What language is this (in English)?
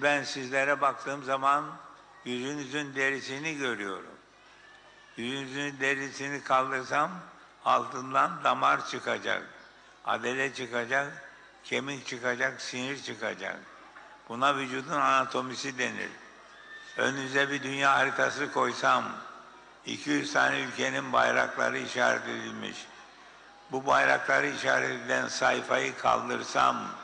Turkish